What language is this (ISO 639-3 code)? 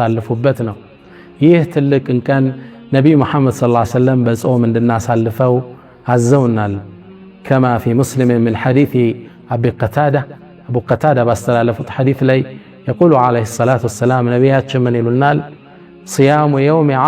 amh